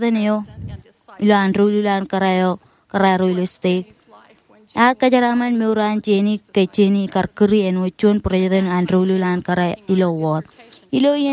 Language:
Marshallese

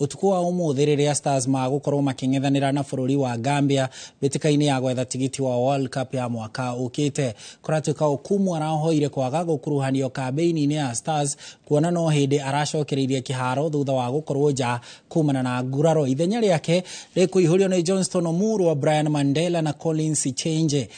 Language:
Kikuyu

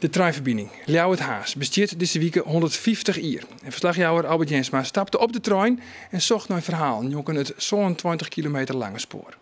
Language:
Western Frisian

